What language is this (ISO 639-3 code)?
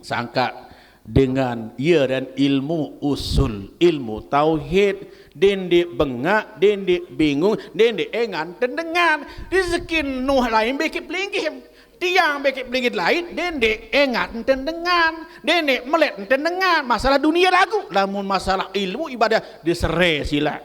sas